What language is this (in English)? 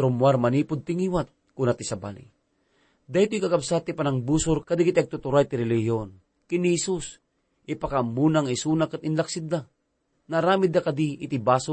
Iloko